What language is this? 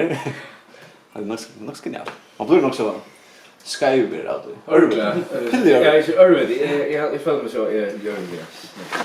Faroese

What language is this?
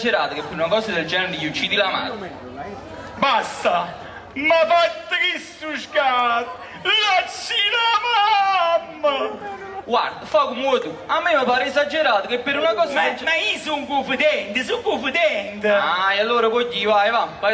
Neapolitan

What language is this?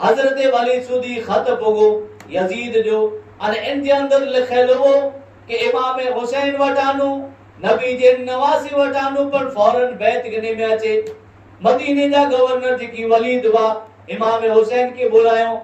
Kachhi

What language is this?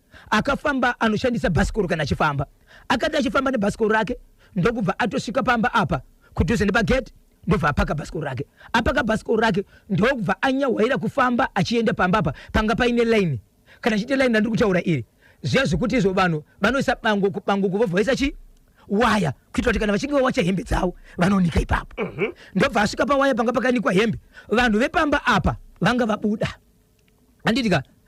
Shona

